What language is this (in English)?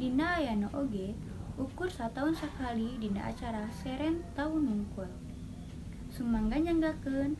Sundanese